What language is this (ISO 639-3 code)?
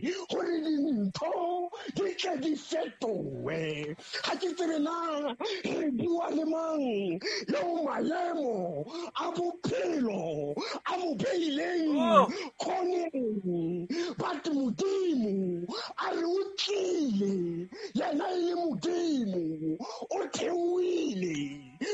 sot